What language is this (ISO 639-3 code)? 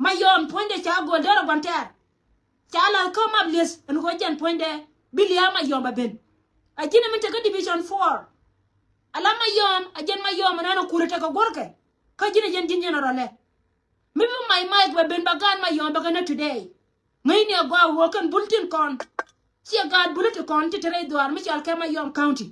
nus